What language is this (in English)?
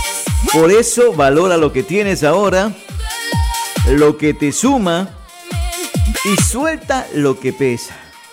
Spanish